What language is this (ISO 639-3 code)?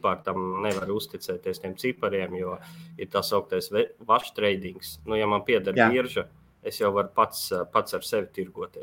lav